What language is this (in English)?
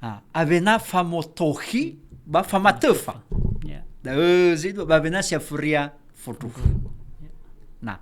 Nias